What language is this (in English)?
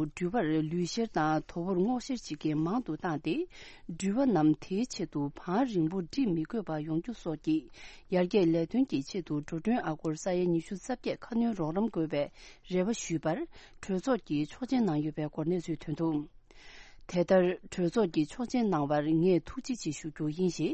Tibetan